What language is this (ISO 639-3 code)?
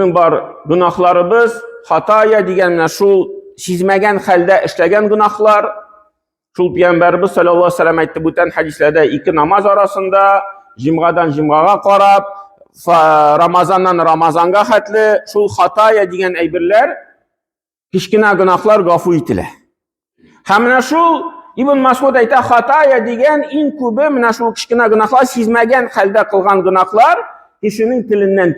tat